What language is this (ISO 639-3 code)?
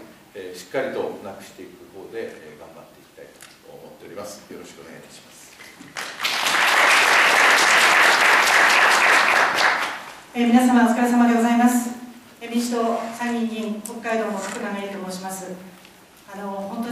jpn